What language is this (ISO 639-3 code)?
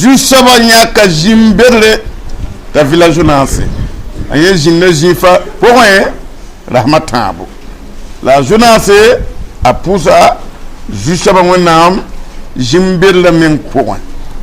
mos